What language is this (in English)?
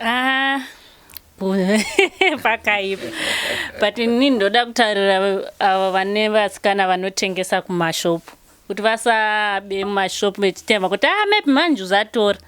Shona